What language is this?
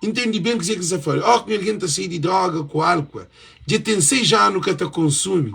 Kabuverdianu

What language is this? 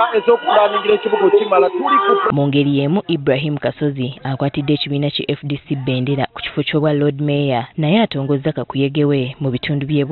Ganda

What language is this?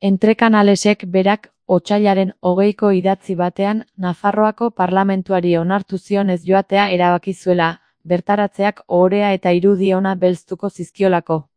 Basque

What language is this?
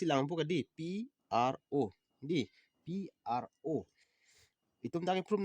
Karbi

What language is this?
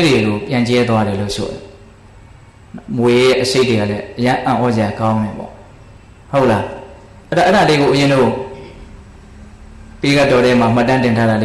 Burmese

